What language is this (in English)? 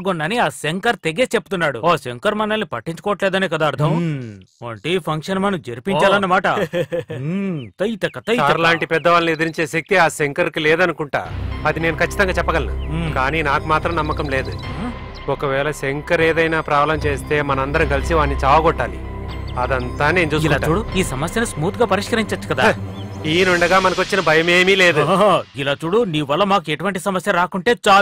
Telugu